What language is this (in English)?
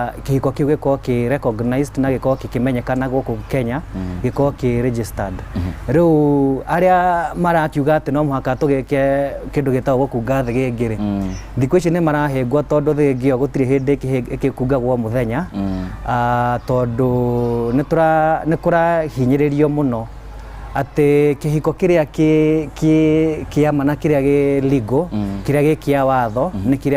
Kikuyu